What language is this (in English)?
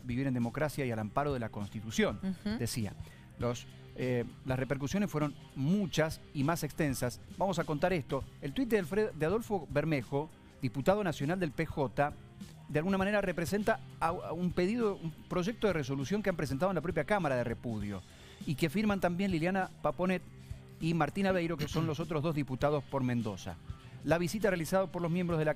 Spanish